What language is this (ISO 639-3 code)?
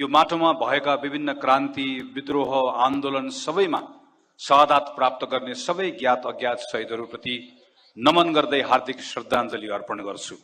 nep